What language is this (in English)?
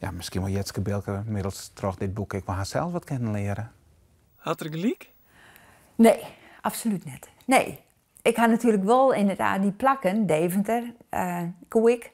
Western Frisian